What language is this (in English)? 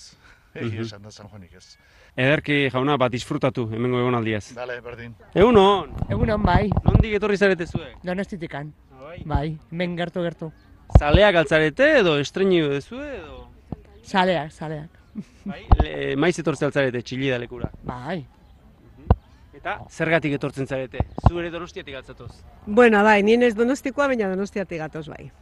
Basque